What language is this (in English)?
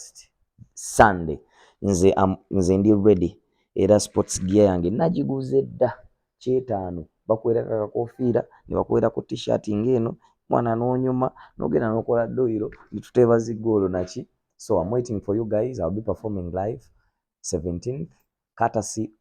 Ganda